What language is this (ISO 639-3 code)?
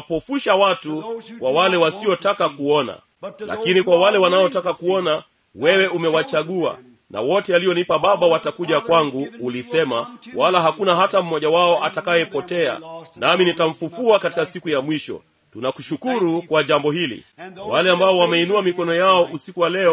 swa